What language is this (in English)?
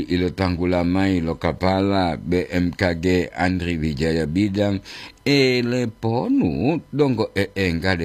Gorontalo